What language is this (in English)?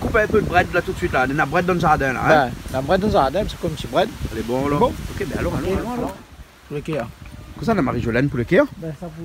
Réunion Creole French